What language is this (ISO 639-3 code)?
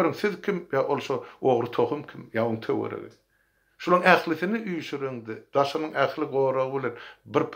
tuk